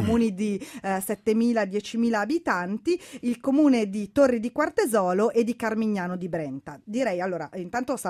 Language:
Italian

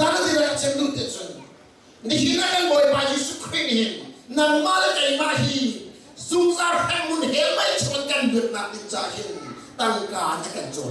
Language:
Hakha Chin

